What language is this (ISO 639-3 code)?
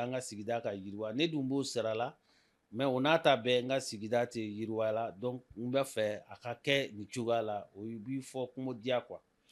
bam